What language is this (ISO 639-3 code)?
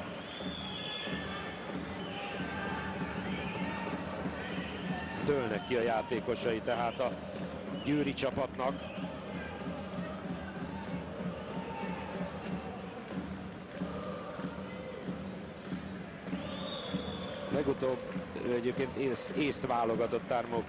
hun